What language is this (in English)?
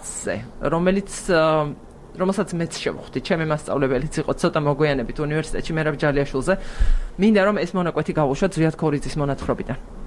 Georgian